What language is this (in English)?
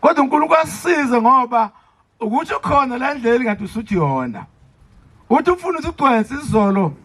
Zulu